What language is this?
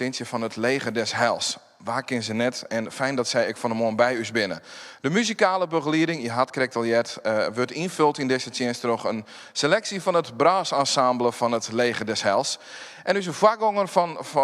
Western Frisian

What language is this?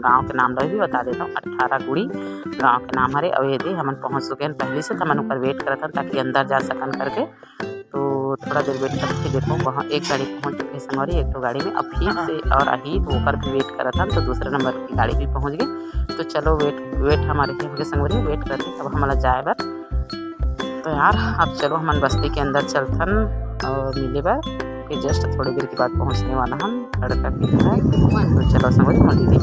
Chhattisgarhi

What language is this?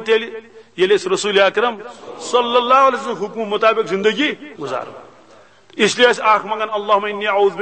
Kashmiri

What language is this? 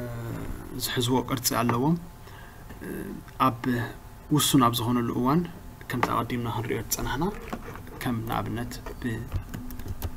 Tigrinya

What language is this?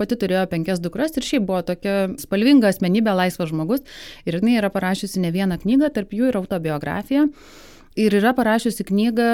Lithuanian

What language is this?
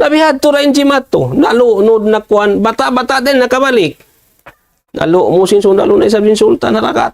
Tausug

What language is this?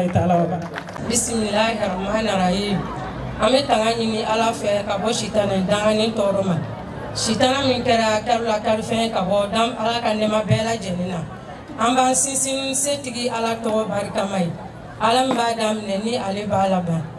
Bambara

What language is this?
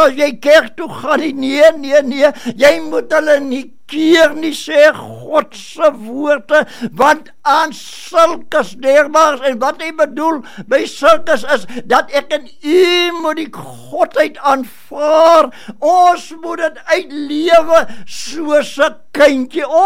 Afrikaans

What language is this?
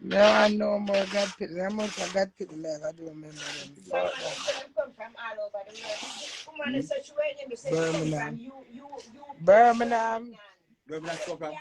Jamaican Creole English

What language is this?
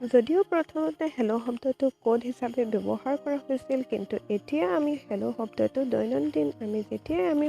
Assamese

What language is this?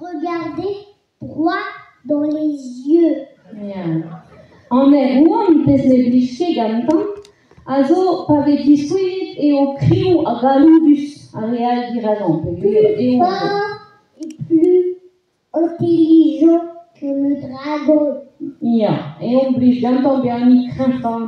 Breton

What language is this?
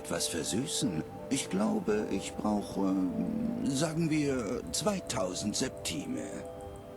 Bavarian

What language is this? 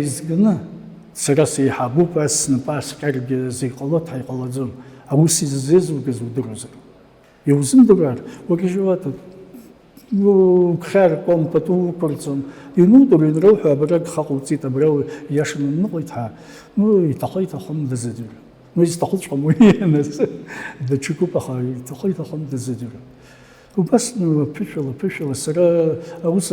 Abkhazian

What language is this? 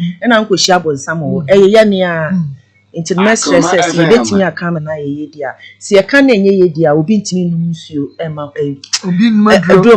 Akan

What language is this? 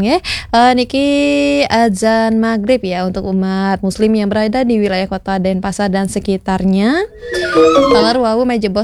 Balinese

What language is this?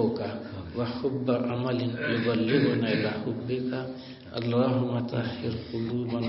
Urdu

